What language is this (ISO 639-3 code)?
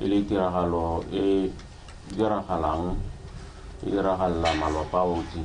tsn